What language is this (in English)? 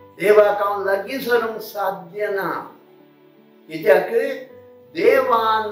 Konkani